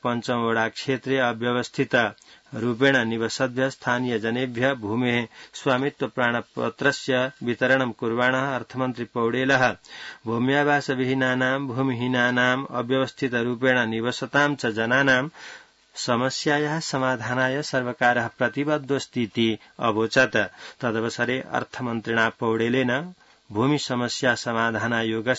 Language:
Sanskrit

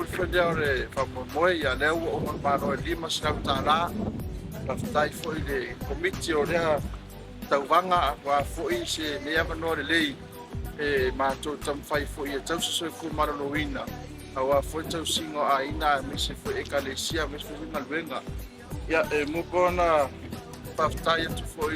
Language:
Samoan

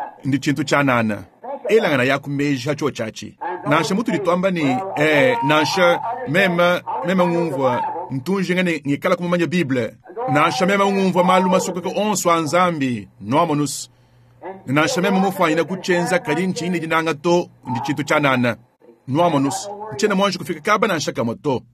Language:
Luba-Lulua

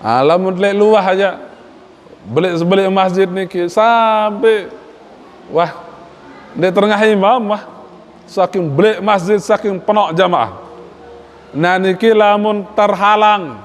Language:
Sasak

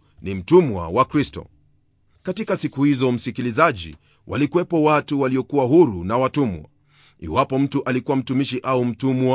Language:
Swahili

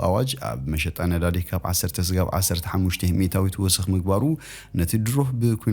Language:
Tigrinya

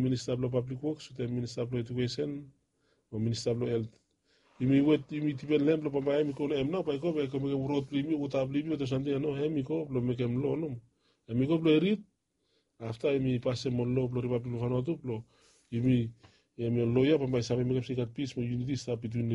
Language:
Bislama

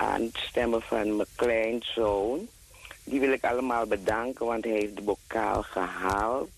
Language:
Dutch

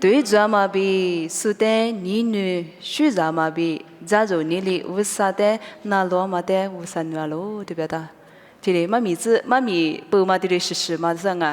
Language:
Lisu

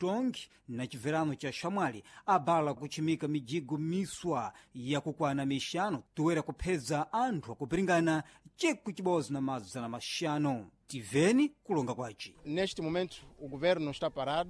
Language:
Sena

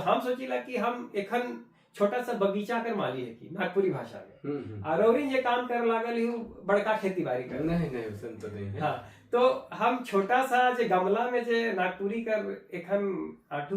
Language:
Sadri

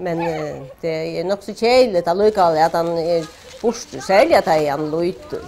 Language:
Faroese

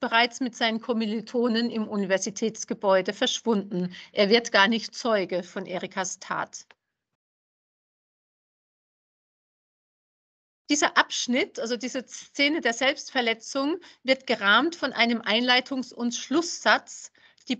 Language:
German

